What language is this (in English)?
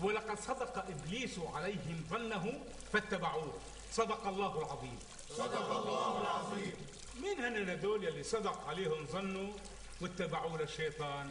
North Levantine Arabic